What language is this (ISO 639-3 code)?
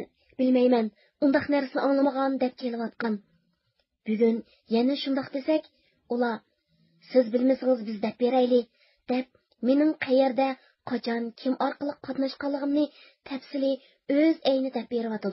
uig